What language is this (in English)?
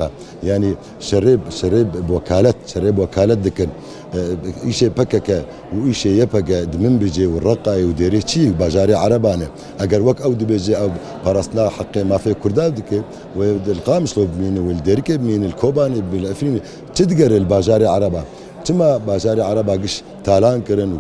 Kurdish